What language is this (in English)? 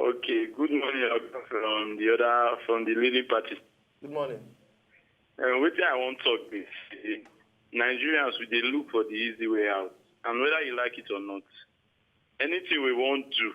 Nigerian Pidgin